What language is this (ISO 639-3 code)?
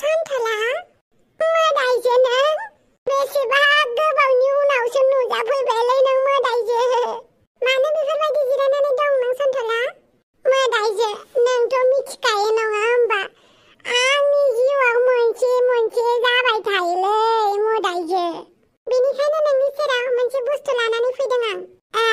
brx